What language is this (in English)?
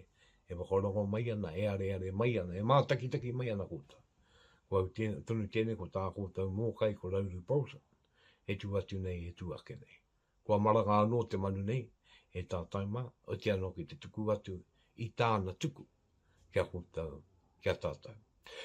Māori